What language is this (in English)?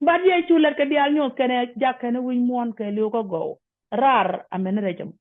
Nuer